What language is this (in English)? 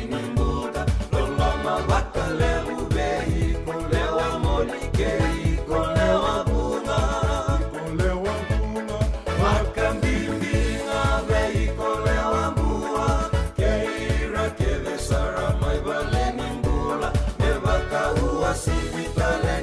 Fijian